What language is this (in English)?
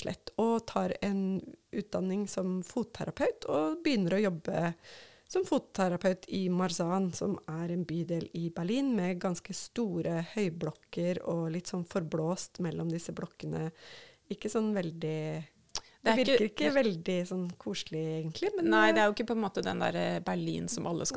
Norwegian